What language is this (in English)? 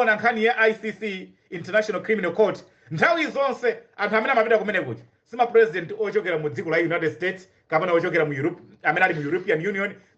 Nyanja